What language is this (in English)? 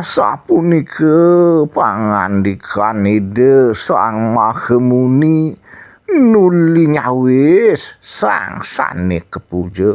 Balinese